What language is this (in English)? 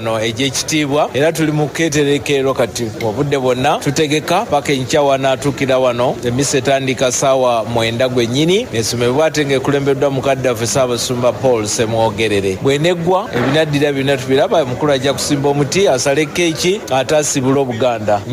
Ganda